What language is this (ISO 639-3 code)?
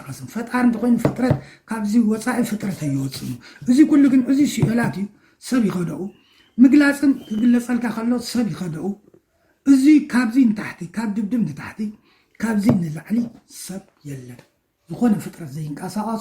tir